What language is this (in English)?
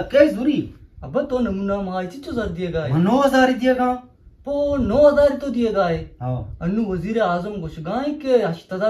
Eastern Balochi